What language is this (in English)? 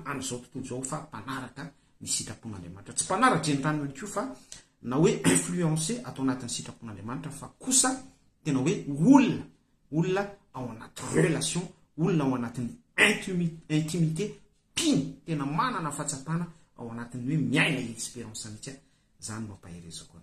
Malagasy